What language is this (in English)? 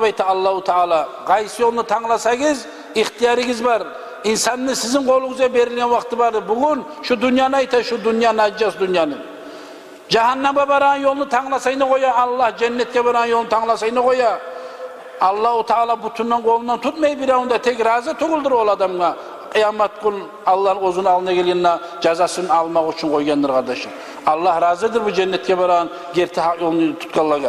Kumyk